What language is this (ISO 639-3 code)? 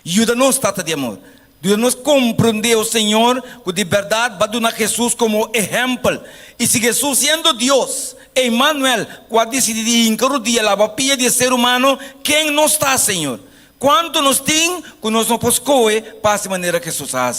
pap